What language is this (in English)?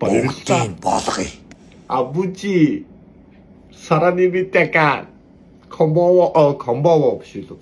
Mongolian